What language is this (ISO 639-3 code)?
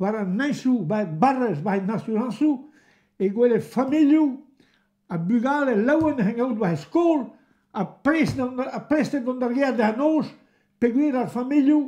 bre